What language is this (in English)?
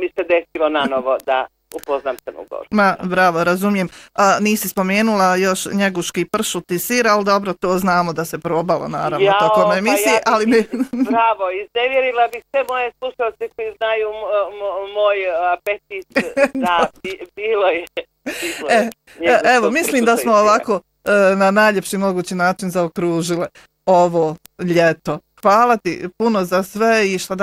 Bosnian